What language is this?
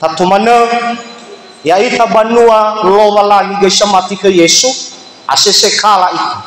Nias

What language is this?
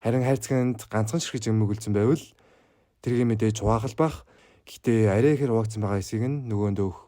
Mongolian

